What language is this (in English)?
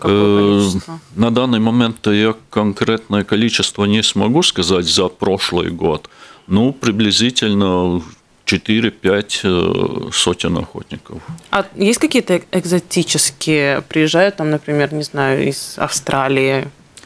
Russian